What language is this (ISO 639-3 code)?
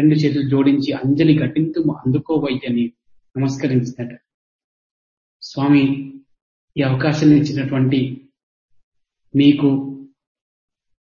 tel